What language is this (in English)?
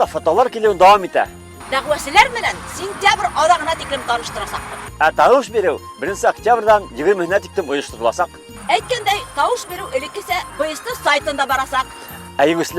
Bashkir